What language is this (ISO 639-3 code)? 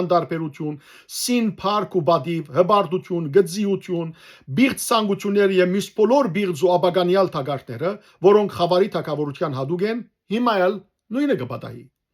hyw